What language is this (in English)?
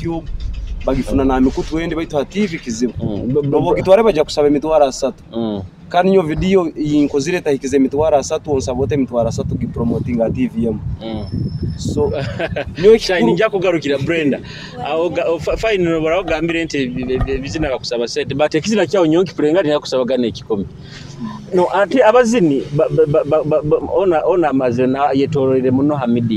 Nyoro